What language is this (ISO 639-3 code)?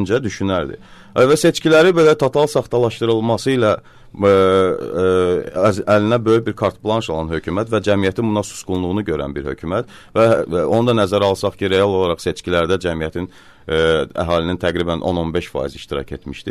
aze